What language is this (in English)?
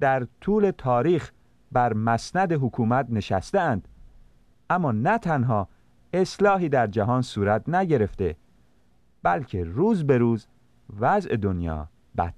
Persian